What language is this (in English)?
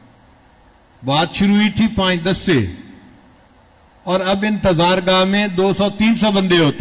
Urdu